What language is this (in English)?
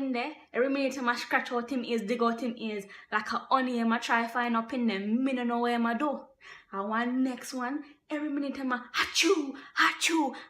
Jamaican Creole English